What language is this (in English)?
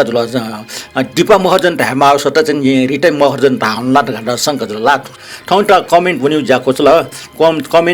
Newari